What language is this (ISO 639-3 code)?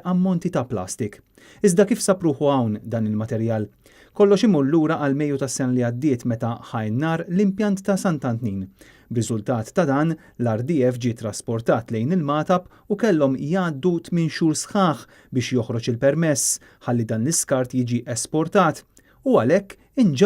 mlt